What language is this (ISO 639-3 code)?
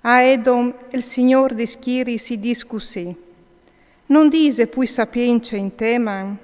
fur